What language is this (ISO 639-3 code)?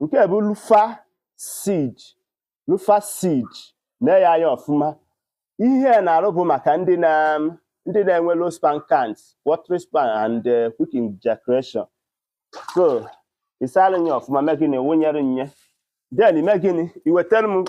ibo